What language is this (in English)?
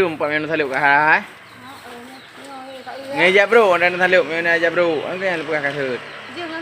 Achinese